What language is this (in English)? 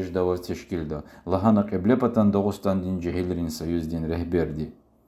Lezghian